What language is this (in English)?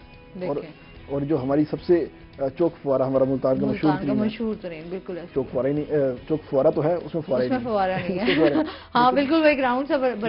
Urdu